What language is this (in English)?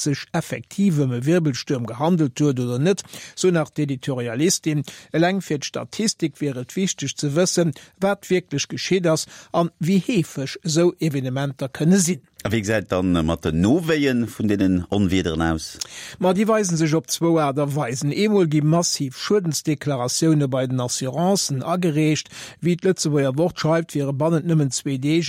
Luxembourgish